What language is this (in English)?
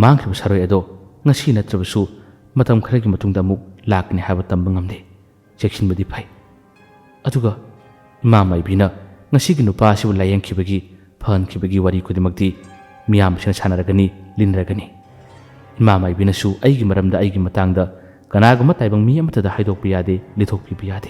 Manipuri